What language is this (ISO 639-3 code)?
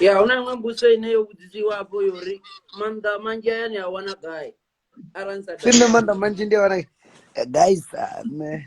ven